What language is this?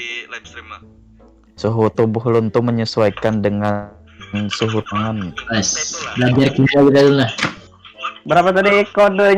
Banjar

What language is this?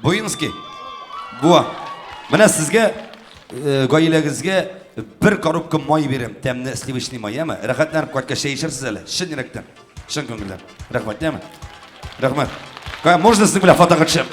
Tatar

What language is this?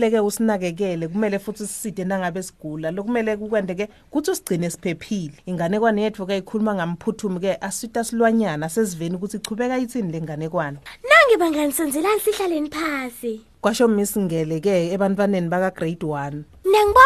Swati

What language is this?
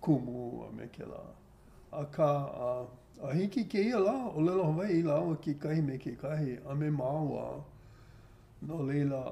Hawaiian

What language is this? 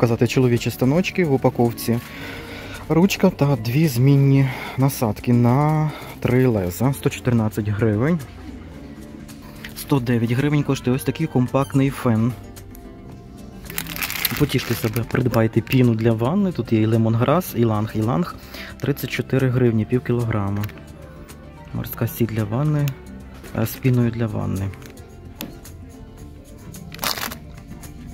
Ukrainian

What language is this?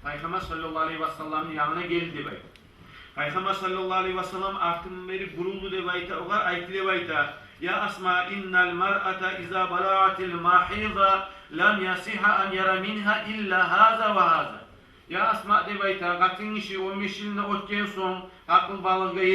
Kumyk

